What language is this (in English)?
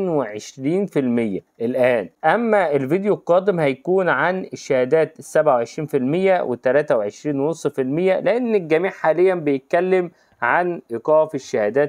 Egyptian Arabic